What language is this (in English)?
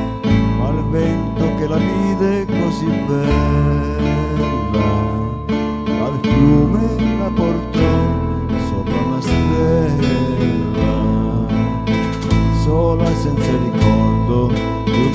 Italian